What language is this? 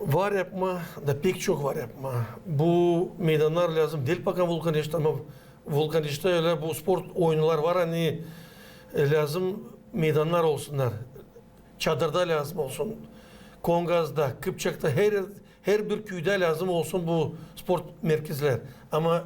Gagauz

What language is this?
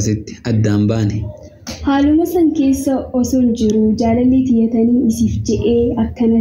Oromo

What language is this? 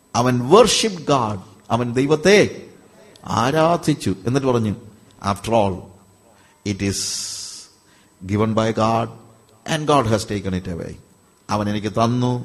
Malayalam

